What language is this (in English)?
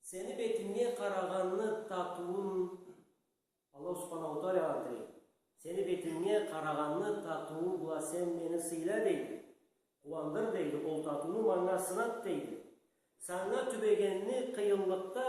Karachay-Balkar